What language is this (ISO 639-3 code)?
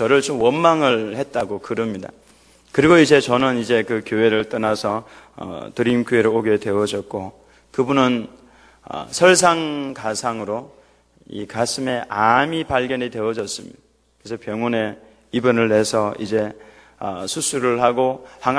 kor